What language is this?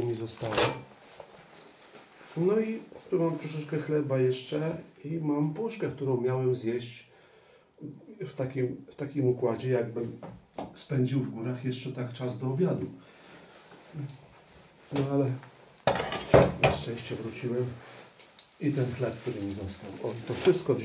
Polish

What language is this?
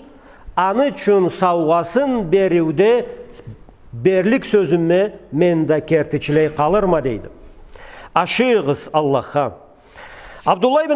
Karachay-Balkar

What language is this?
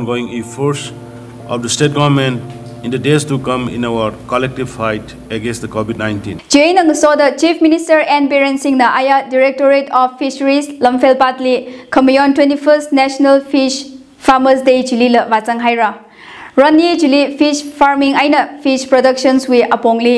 Tangkhul Naga (India)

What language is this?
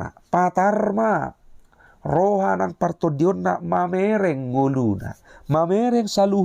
Batak Toba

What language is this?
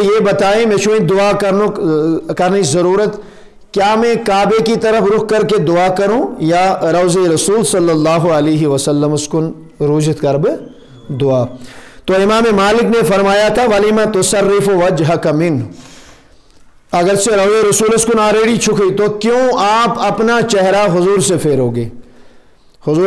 Urdu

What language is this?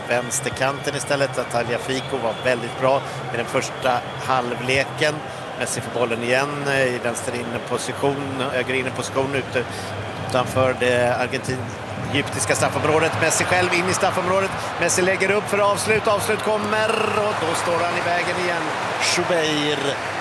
Swedish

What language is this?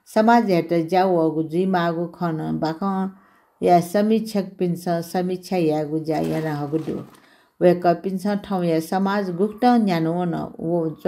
Newari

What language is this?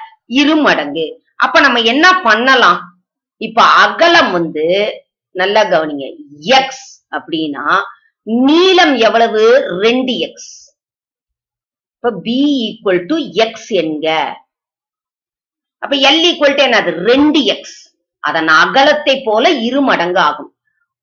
Tamil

